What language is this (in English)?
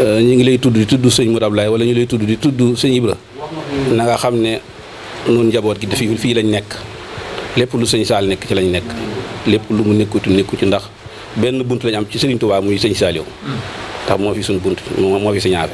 Wolof